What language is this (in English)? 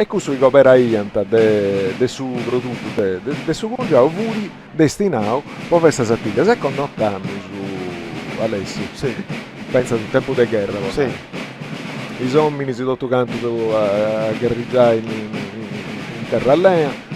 Sardinian